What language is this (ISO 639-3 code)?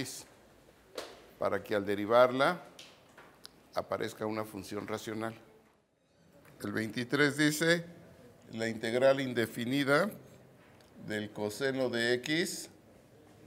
spa